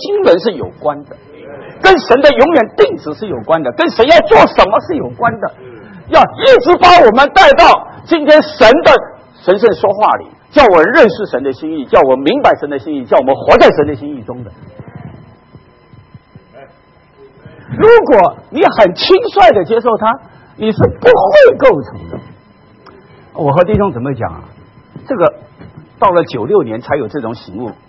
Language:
Chinese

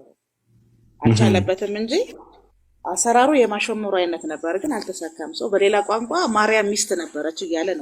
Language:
Amharic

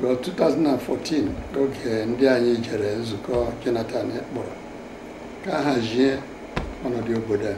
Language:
Igbo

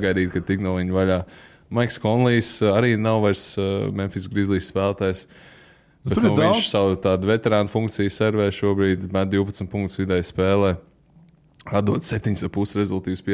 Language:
Latvian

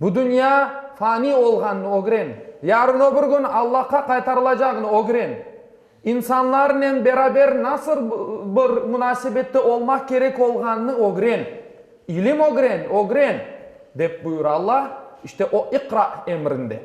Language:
Crimean Tatar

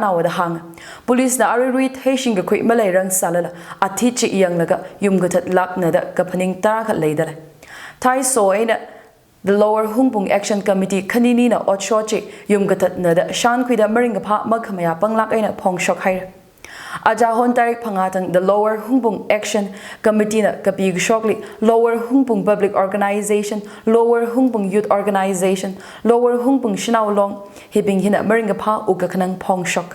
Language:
Tangkhul Naga (India)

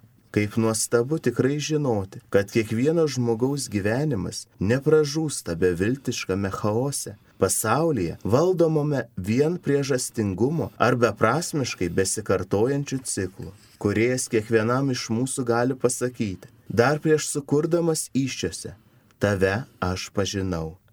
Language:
Lithuanian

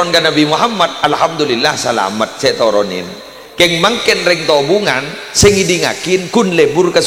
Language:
Madurese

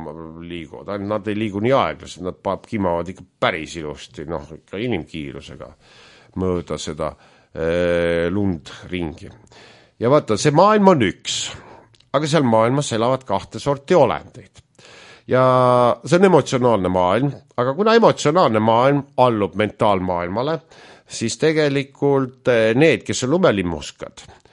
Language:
Estonian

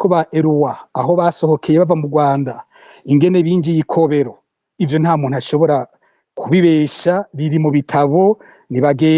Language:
Rundi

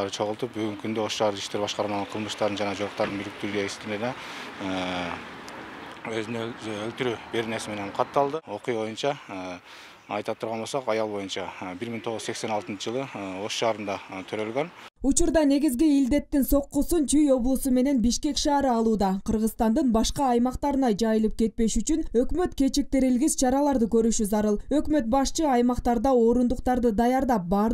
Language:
Kyrgyz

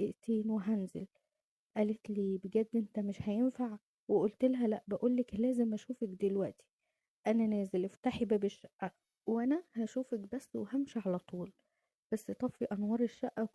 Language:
Egyptian Arabic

